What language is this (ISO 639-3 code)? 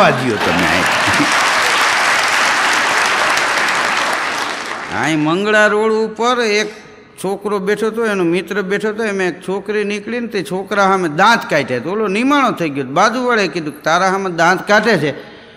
guj